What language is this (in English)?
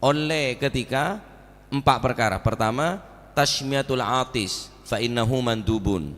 Madurese